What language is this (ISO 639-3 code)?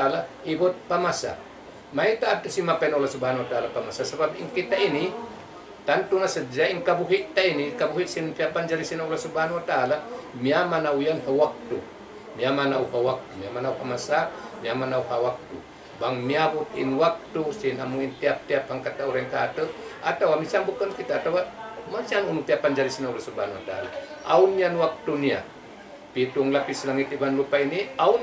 tsg